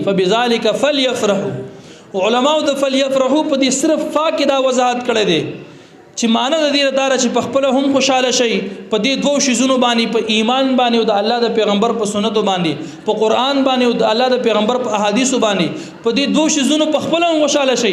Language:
Pashto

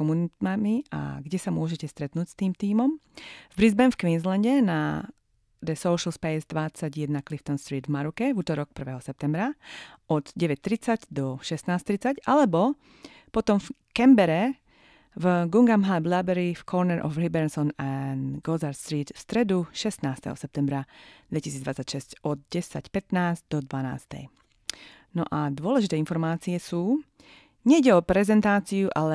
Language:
Slovak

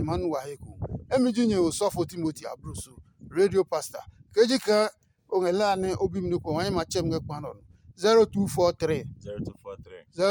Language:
Adangme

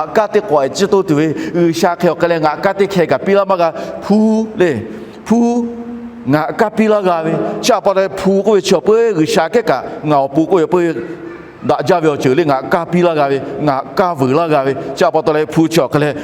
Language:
Lahu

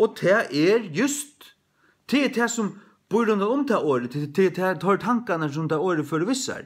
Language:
Faroese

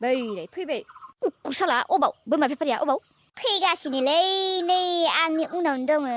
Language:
Bodo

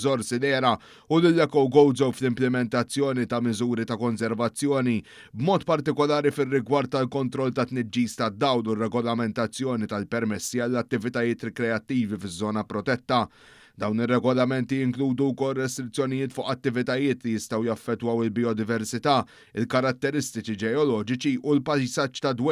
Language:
Maltese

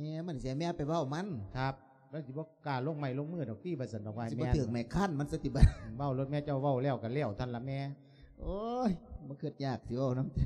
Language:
Lao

